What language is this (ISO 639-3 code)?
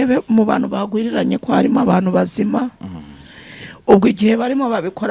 kin